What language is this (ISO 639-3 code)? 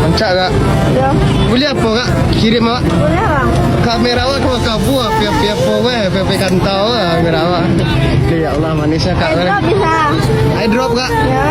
min